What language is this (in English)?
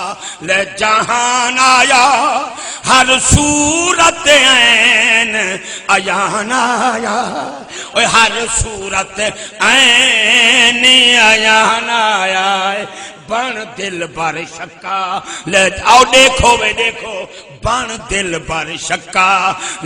Saraiki